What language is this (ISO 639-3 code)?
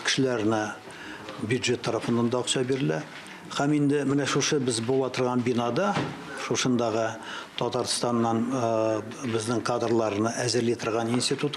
tat